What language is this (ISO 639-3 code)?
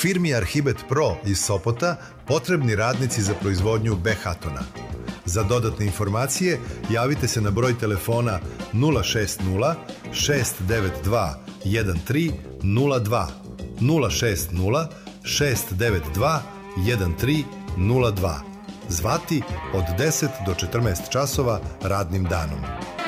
srp